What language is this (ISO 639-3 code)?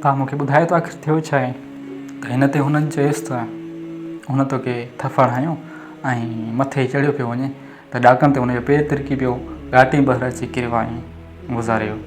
snd